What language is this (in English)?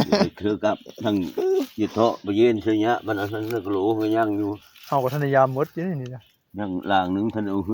Northeastern Thai